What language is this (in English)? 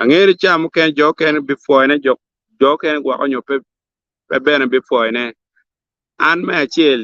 Acoli